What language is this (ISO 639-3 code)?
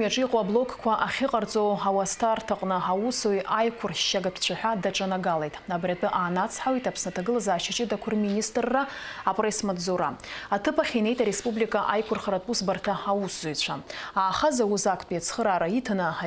abk